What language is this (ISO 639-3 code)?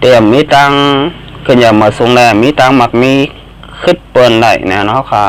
shn